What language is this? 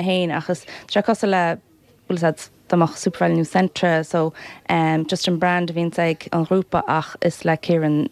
Irish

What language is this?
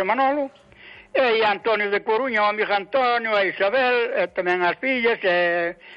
Galician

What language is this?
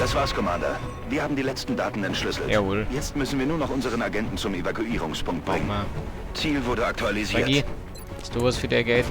Bavarian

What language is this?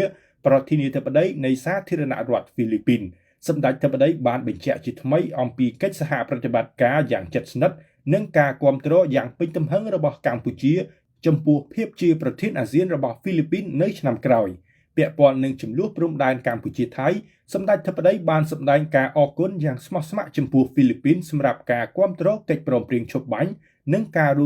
Khmer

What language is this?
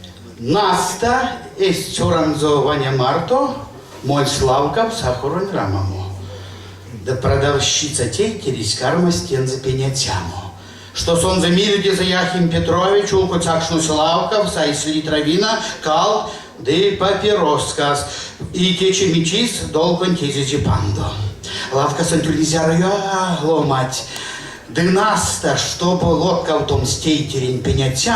Erzya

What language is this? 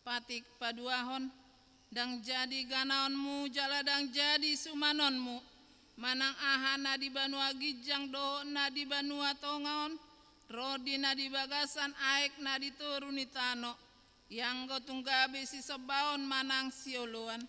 Batak Toba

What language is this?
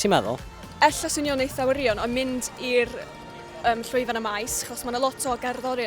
Welsh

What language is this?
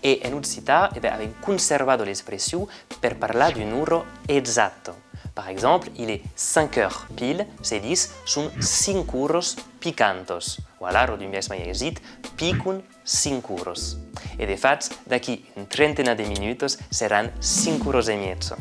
Occitan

